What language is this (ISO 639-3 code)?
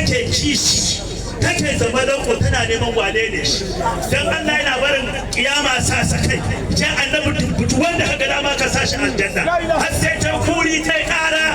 hau